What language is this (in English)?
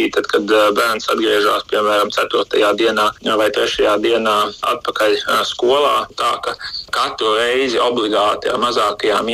Latvian